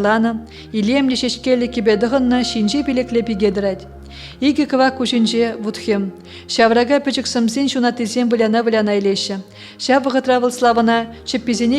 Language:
Chuvash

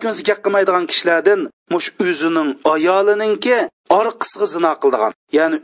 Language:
Uyghur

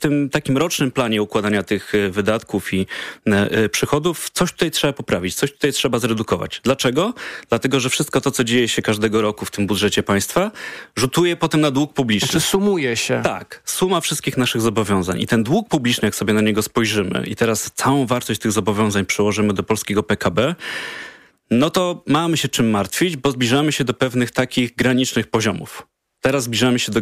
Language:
Polish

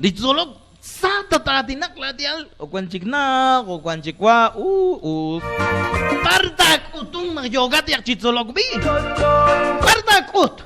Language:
Kekchí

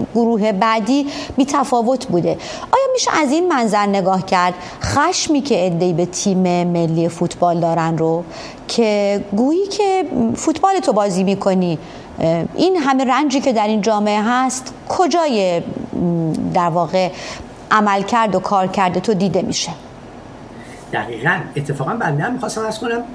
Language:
Persian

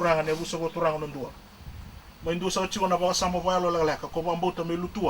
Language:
Fijian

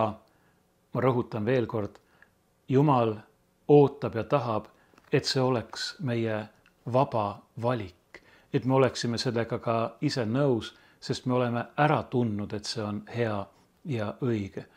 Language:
Estonian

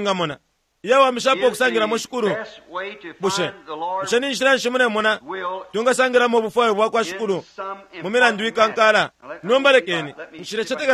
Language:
Bemba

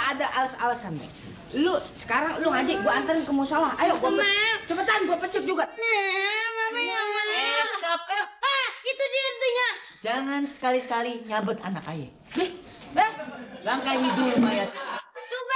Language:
Betawi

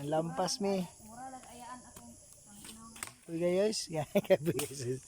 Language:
Cebuano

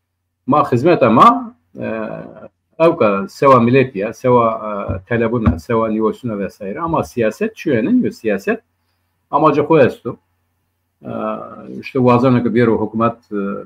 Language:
Zaza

